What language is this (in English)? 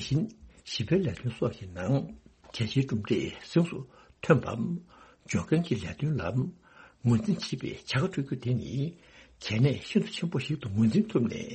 Tibetan